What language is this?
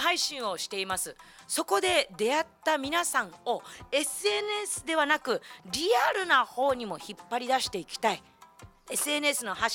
Japanese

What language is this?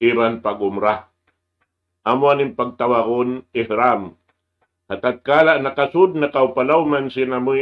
Tausug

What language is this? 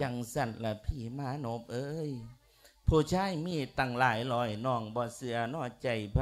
Lao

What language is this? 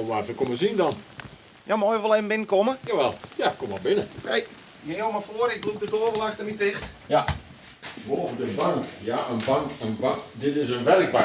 Western Frisian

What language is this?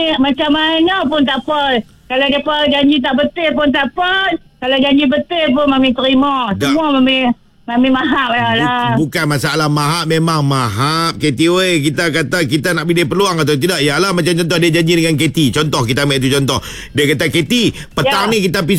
Malay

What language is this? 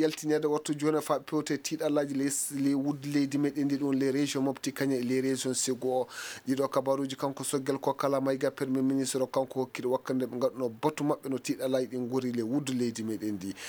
Fula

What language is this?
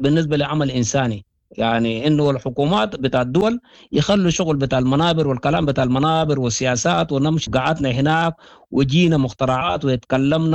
Sudanese Arabic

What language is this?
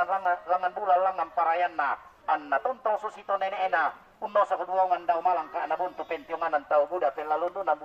Toraja-Sa'dan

